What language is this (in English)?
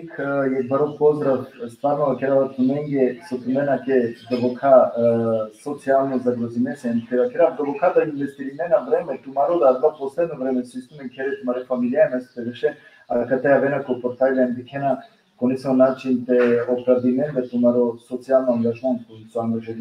Balkan Romani